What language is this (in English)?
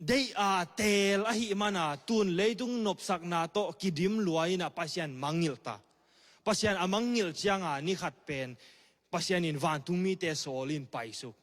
Tedim Chin